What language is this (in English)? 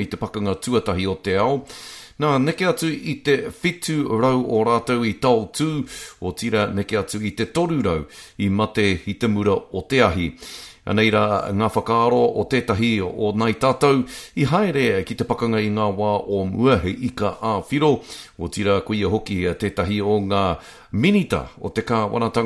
Māori